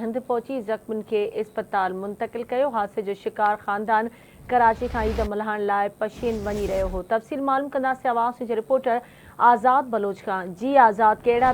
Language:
Sindhi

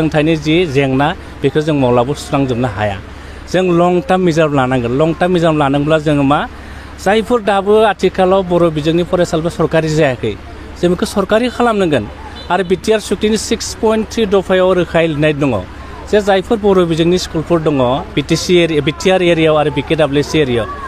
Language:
Bodo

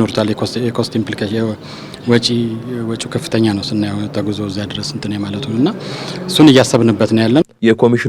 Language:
Amharic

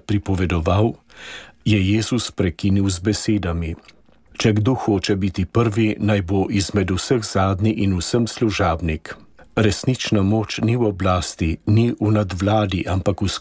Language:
Slovenian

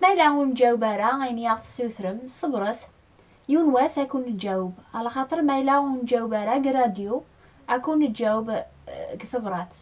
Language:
Kabyle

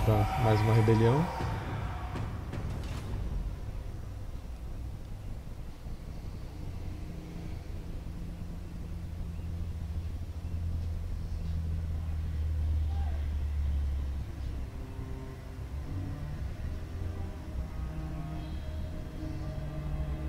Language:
Portuguese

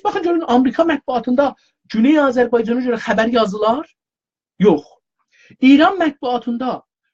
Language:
South Azerbaijani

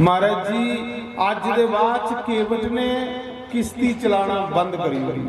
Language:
Dogri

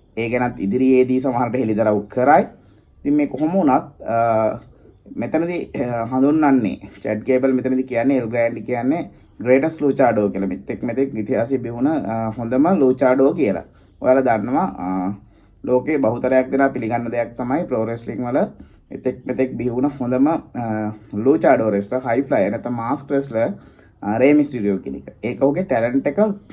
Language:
Sinhala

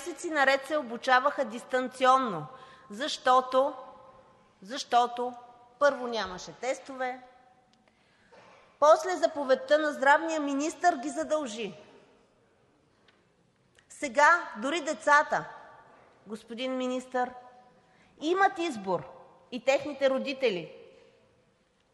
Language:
Bulgarian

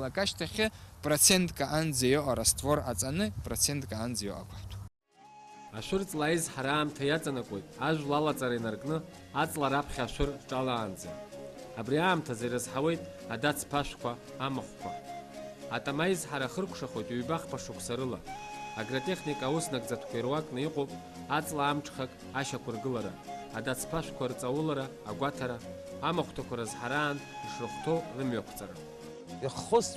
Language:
Abkhazian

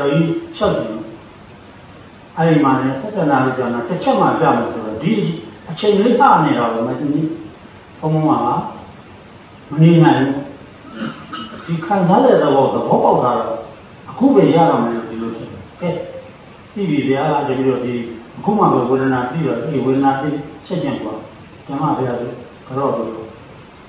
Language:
Burmese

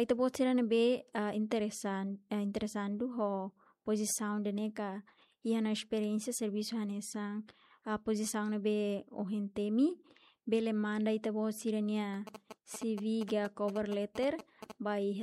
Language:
Tetum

